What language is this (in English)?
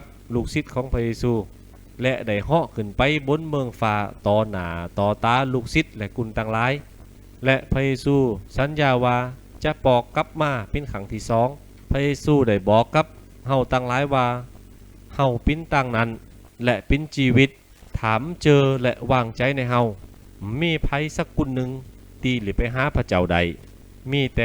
Lü